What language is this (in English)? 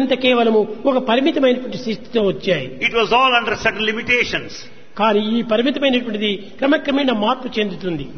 Telugu